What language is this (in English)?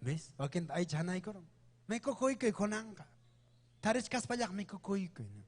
Ayacucho Quechua